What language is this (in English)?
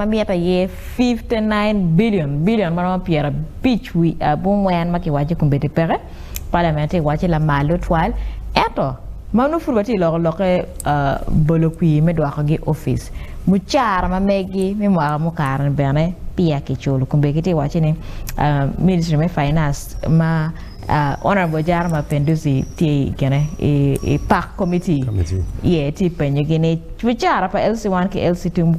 Acoli